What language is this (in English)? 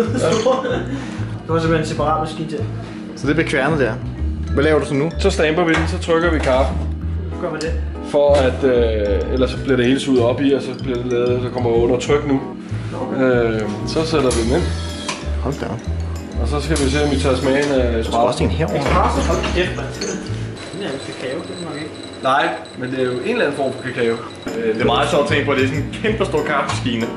Danish